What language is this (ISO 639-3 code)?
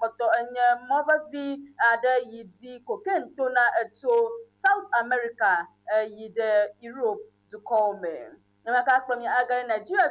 ewe